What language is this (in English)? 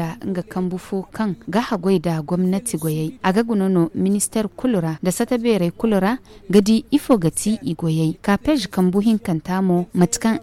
Zarma